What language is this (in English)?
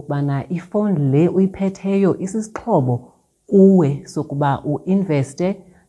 Xhosa